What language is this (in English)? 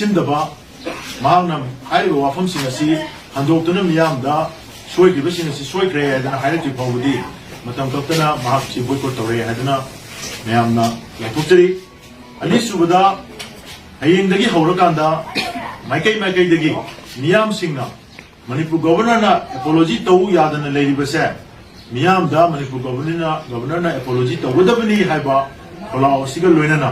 Manipuri